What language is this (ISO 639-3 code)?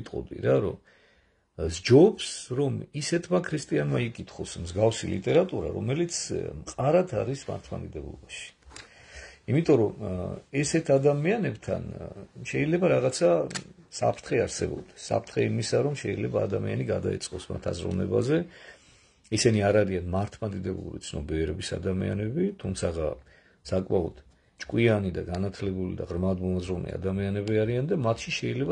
kat